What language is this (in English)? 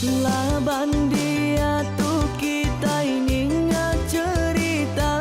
Iban